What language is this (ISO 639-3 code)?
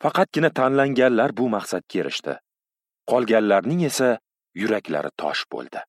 uzb